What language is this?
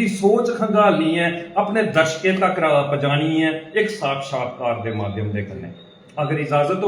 Dogri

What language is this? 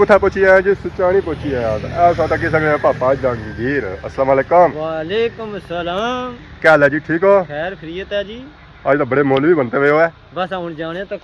Pahari-Potwari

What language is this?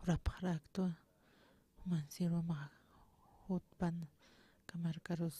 Aymara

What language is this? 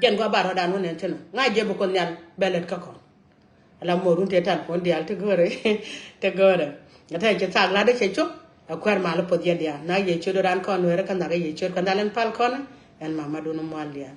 Nuer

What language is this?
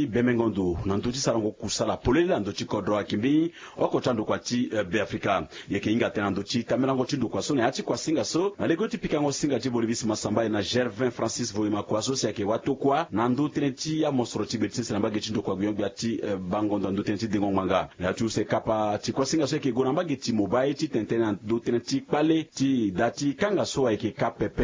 Sango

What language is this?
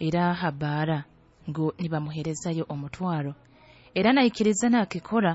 Nyoro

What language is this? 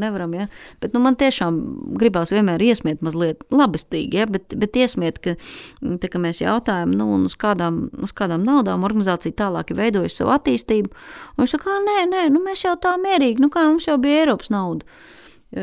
Latvian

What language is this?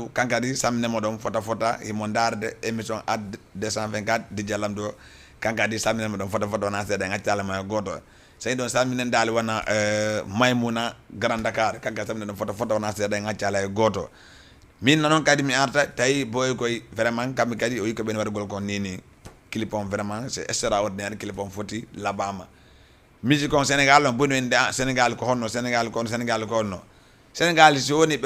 Fula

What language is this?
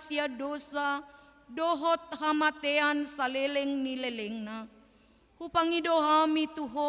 Batak Toba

